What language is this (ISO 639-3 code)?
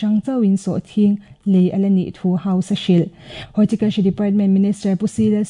lus